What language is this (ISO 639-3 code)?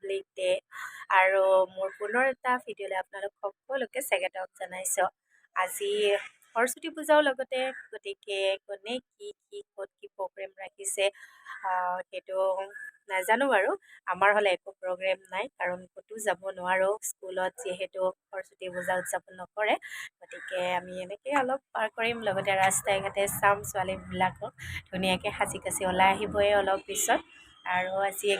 asm